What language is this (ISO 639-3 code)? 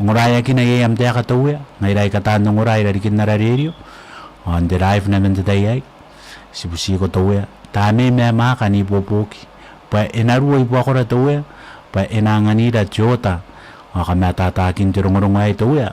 gil